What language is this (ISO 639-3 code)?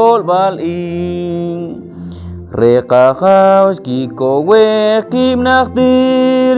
poh